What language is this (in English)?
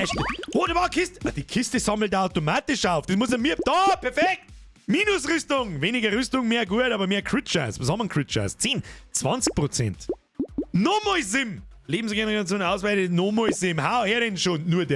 Bavarian